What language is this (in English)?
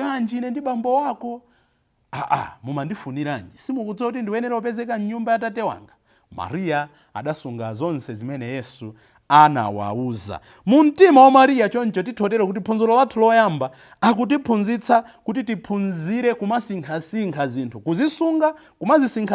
Nyanja